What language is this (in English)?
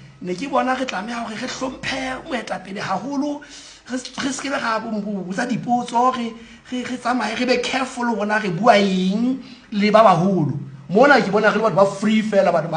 Southern Sotho